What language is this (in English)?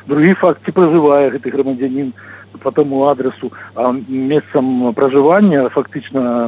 Belarusian